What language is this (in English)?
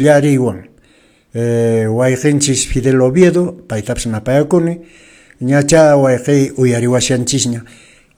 Quechua